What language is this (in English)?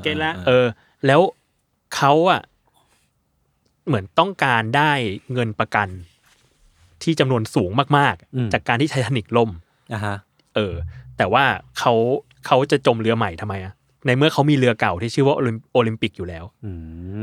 Thai